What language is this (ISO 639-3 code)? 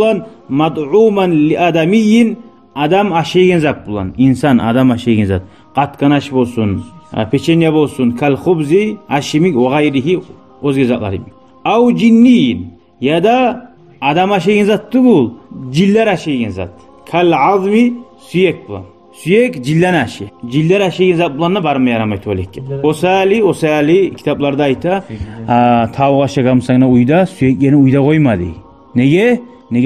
kum